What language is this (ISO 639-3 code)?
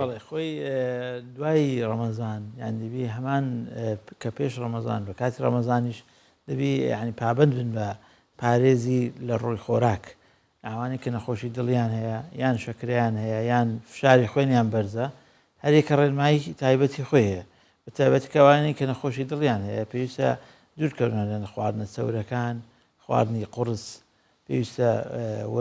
ckb